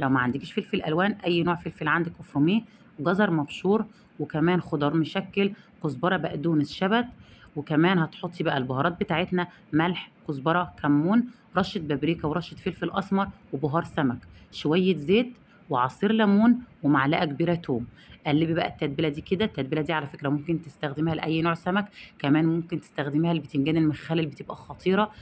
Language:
Egyptian Arabic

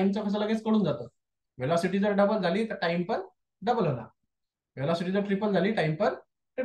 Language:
Marathi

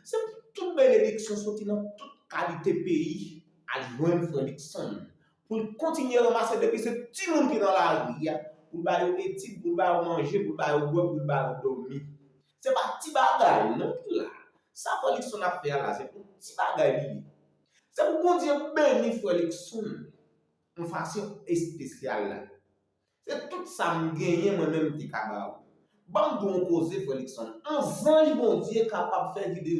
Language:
Haitian Creole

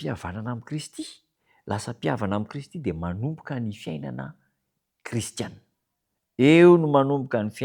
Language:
Malagasy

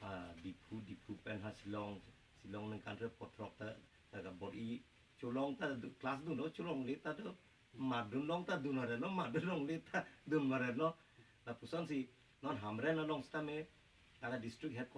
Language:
Karbi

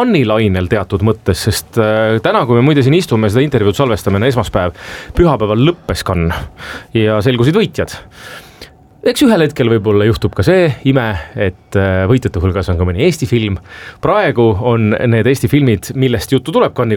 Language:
Estonian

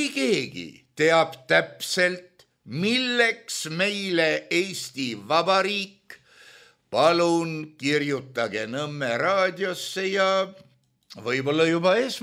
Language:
Estonian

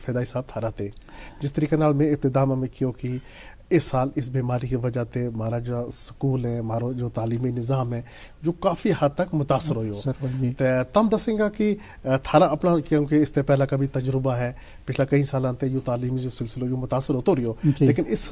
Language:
Gujari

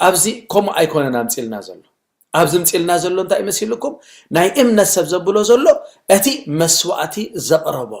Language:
Tigrinya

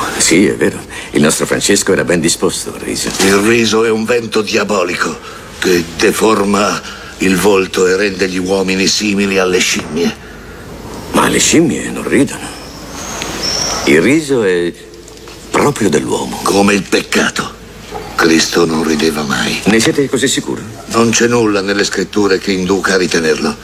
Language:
Italian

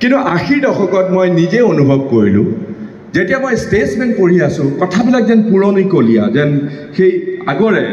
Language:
Assamese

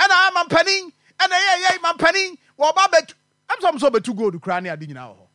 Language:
Akan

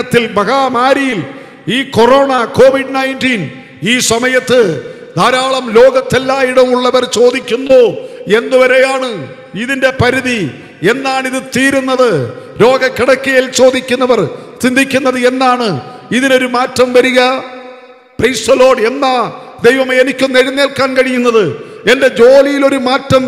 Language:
Malayalam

